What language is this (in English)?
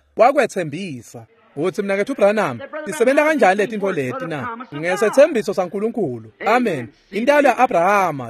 Swati